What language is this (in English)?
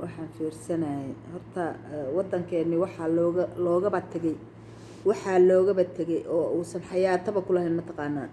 Somali